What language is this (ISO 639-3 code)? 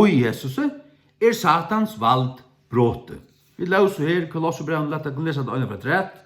fao